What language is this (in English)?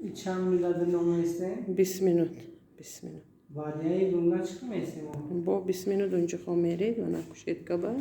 Tajik